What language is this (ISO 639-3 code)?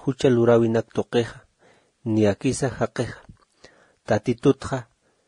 aym